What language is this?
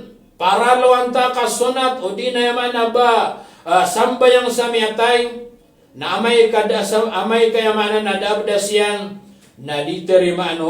Maranao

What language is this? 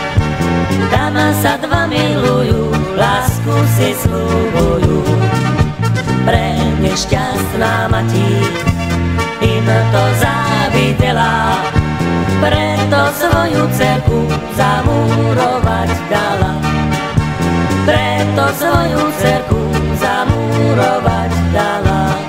Slovak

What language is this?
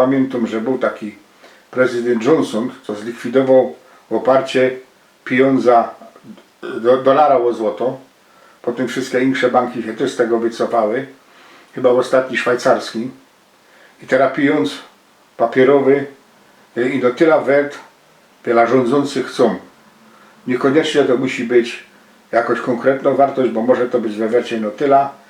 Silesian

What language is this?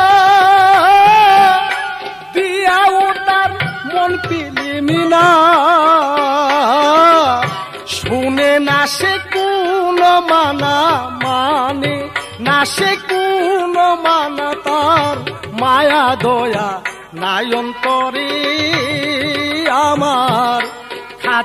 Bangla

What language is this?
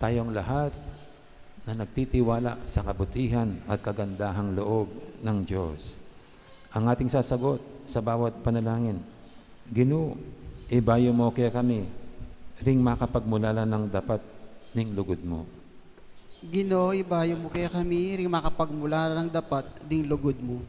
Pampanga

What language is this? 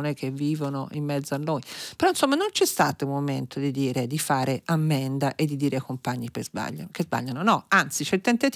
Italian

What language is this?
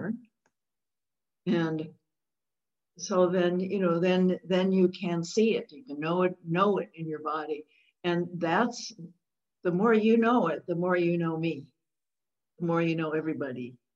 English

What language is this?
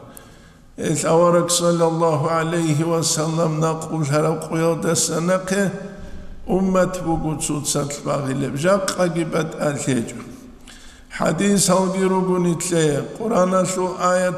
Avaric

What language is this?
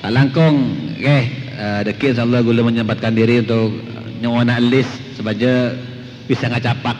Madurese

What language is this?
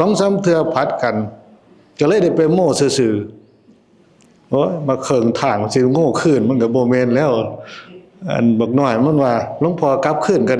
Northeastern Thai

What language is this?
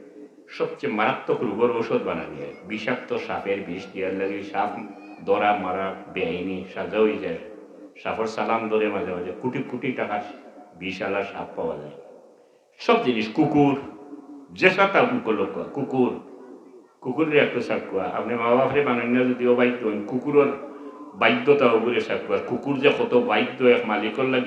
Sylheti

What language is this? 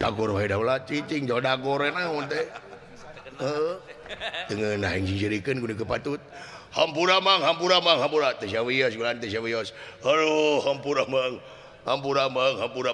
Sundanese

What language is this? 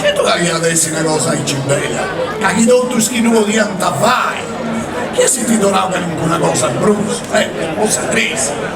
Sardinian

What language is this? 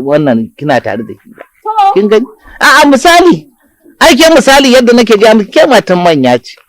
Hausa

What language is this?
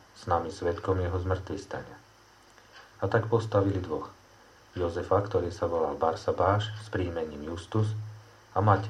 Slovak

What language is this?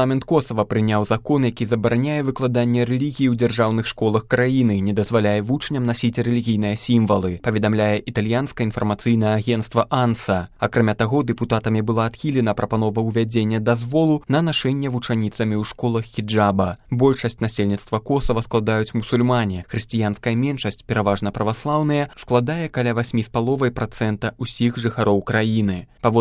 Belarusian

